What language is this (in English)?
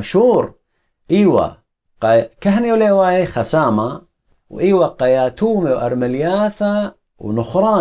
Assyrian Neo-Aramaic